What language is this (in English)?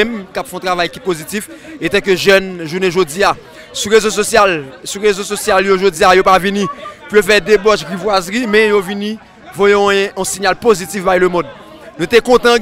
Haitian Creole